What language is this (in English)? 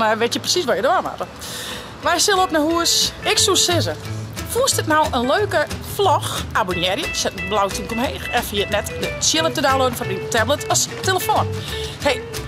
Western Frisian